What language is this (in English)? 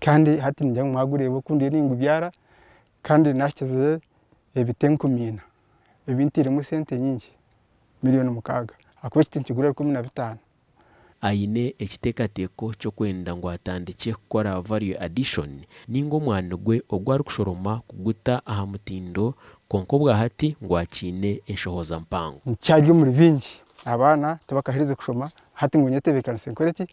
Nyankole